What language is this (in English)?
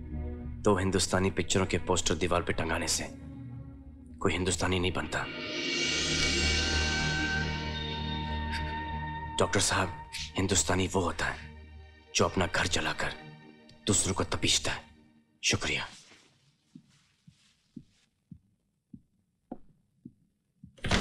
Hindi